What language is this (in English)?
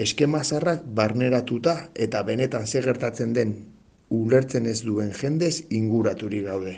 Basque